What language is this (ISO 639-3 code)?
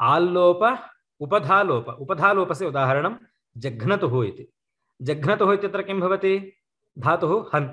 san